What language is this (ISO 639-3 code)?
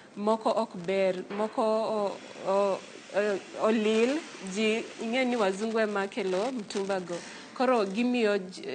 luo